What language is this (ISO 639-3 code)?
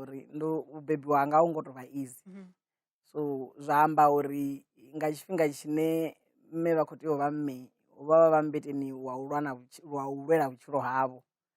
ven